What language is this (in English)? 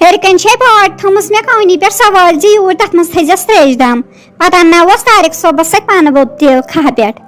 Kashmiri